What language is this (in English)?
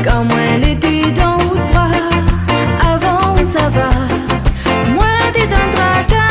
Réunion Creole French